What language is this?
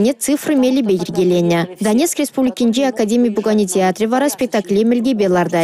Chuvash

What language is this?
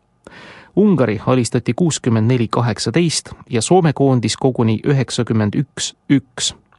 Estonian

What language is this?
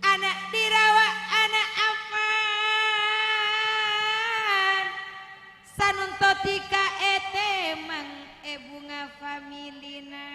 Madurese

